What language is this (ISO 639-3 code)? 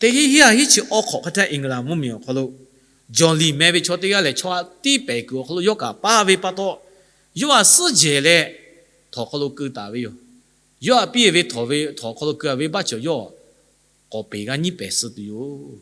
lhu